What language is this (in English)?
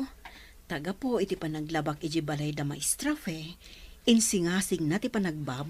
Iloko